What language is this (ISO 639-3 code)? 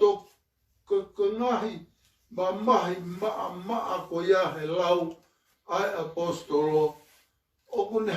ton